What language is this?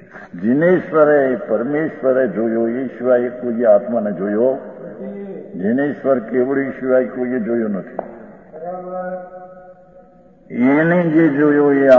Gujarati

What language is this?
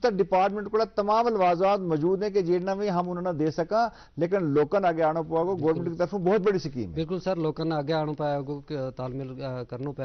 Gujari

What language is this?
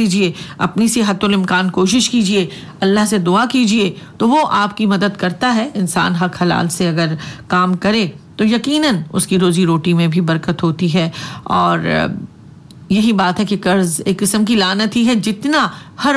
Urdu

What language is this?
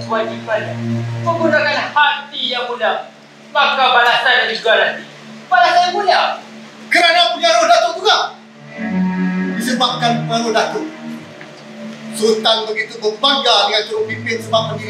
Malay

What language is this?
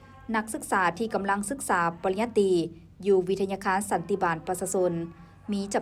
Lao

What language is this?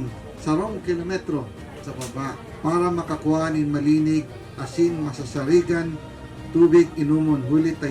Bikol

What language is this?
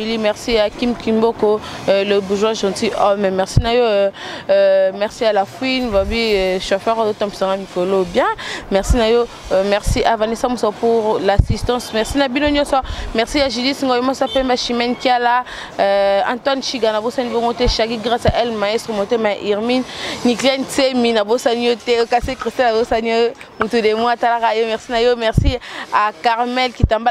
Lingala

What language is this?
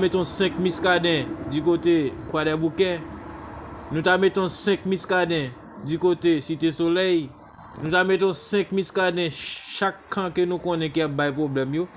Haitian Creole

